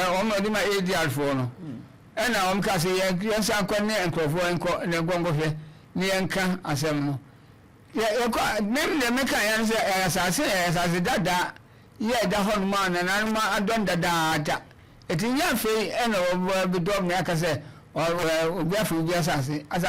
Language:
Akan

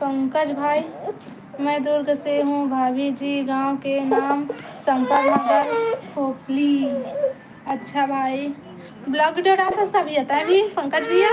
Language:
Chhattisgarhi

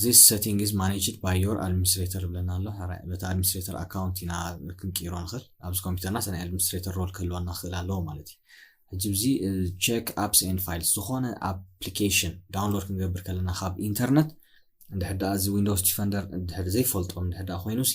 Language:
Tigrinya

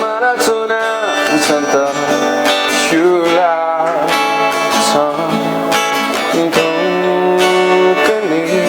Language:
Newari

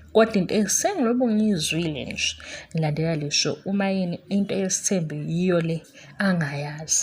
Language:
Zulu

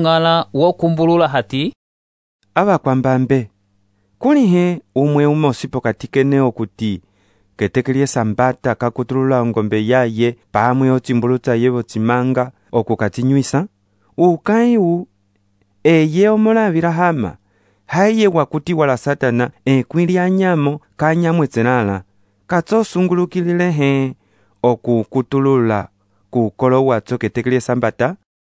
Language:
Umbundu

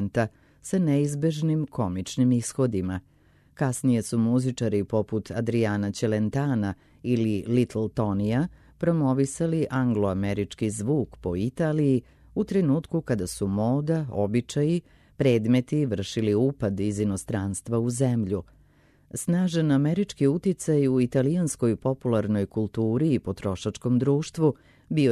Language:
Serbian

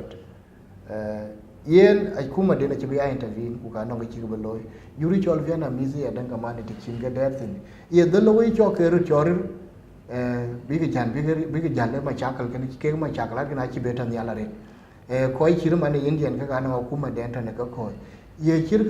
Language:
Dinka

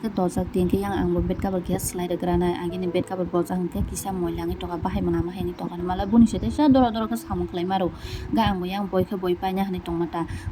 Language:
Kok Borok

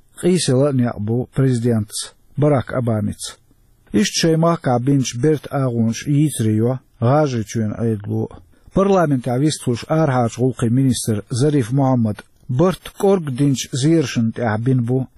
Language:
Chechen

